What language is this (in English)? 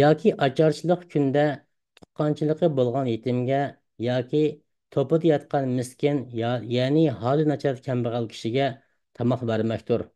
Uyghur